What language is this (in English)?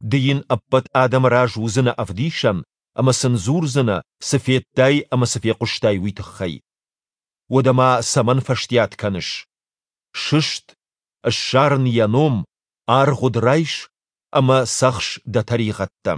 Ossetic